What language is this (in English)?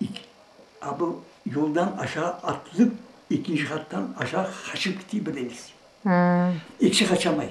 Crimean Tatar